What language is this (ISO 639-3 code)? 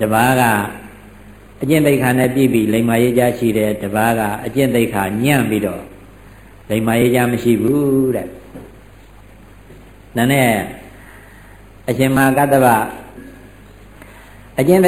mya